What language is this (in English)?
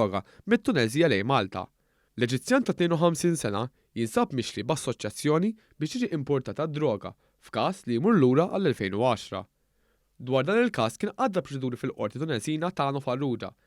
Maltese